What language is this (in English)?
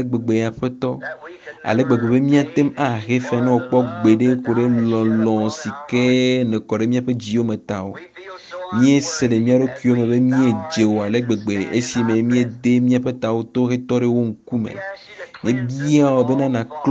Ewe